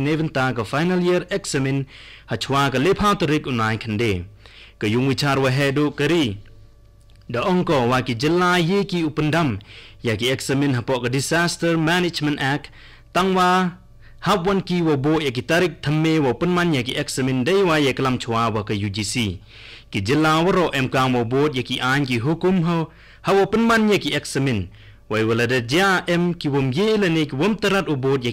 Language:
Khasi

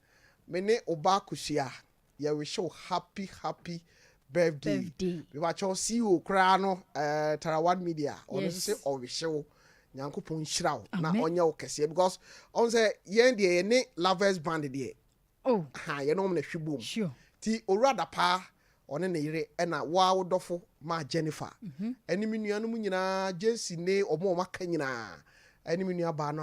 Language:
Akan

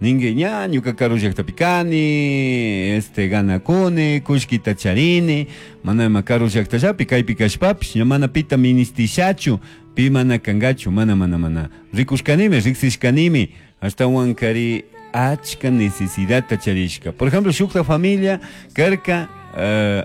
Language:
Chimborazo Highland Quichua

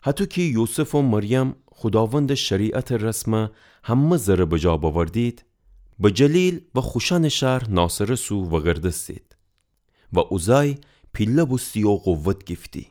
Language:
Gilaki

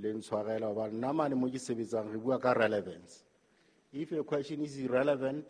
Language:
Southern Sotho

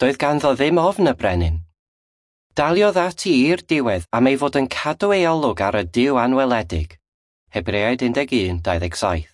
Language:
Welsh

